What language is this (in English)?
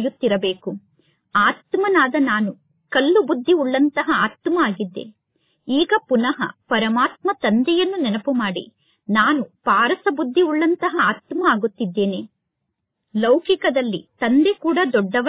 Kannada